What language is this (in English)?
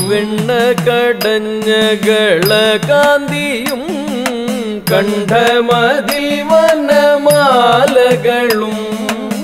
Malayalam